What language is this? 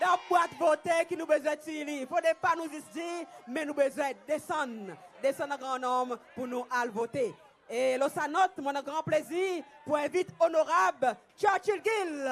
Seselwa Creole French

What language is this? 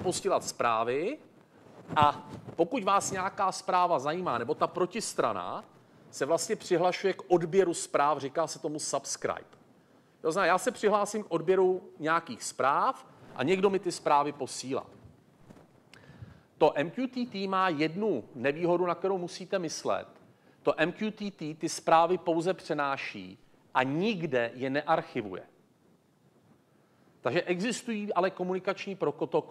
Czech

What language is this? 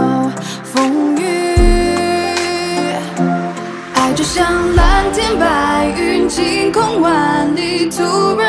Chinese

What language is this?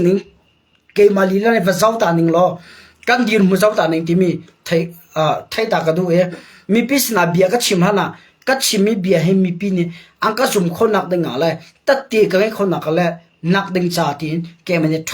Hakha Chin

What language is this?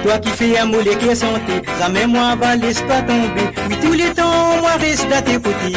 Morisyen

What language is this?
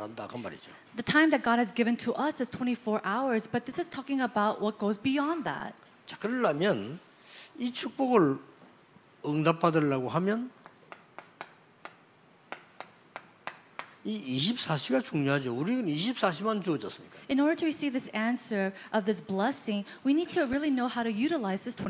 Korean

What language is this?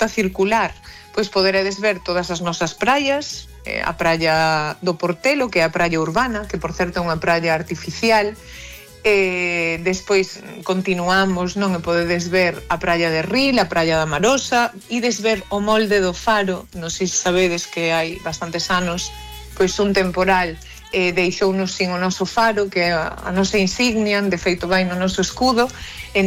Galician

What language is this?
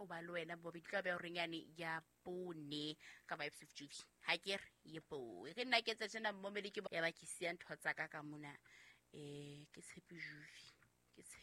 Southern Sotho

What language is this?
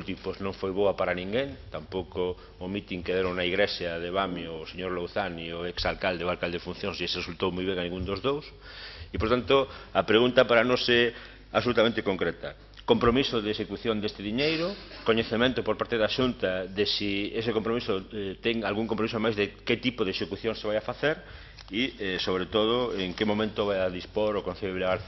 Galician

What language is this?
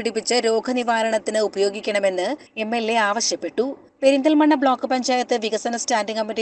Malayalam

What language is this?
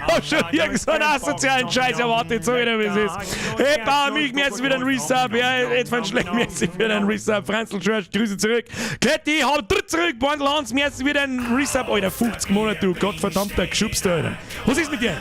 Bavarian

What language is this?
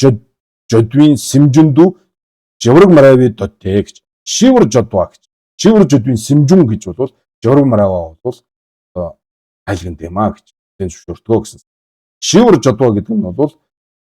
Mongolian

